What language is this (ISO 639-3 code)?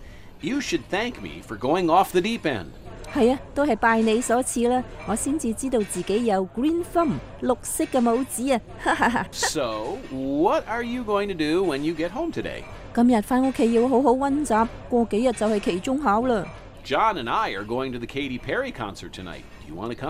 yue